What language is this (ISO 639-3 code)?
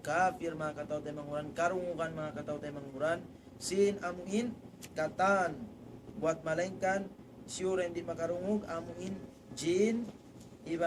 tsg